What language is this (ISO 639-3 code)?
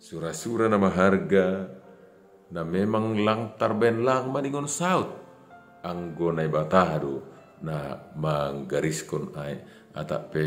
bts